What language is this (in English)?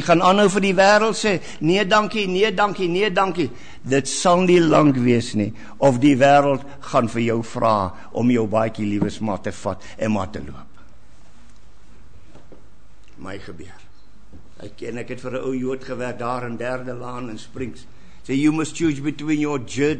Afrikaans